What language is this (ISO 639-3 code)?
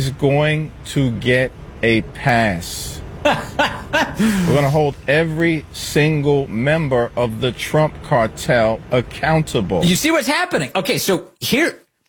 eng